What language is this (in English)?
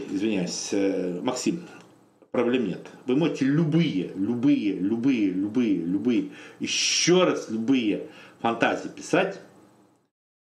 Russian